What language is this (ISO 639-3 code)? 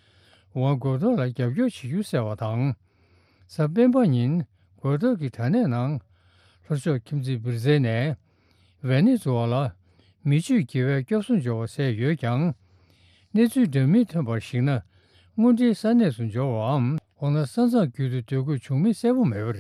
bod